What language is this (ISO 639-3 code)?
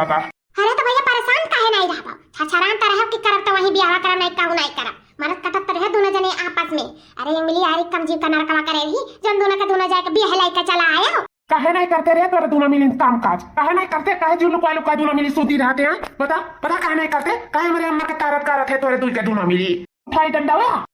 awa